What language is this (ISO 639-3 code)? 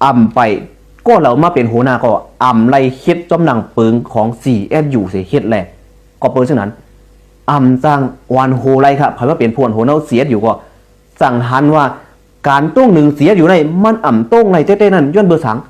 shn